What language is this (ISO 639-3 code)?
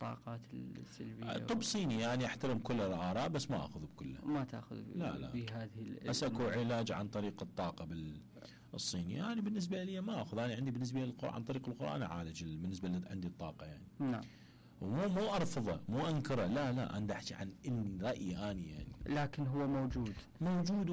acm